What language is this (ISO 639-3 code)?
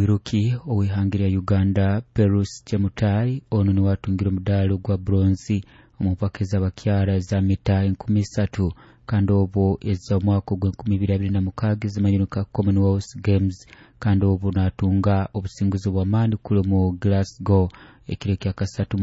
nyo